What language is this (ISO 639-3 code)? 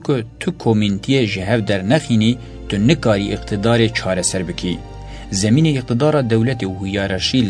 kur